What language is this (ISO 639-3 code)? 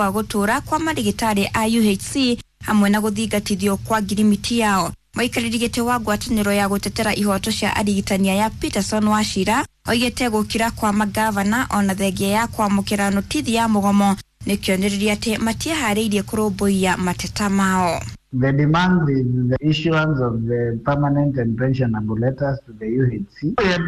kik